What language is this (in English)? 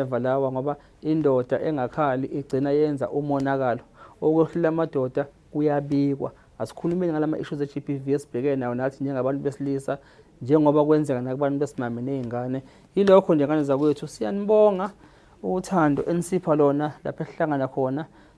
Zulu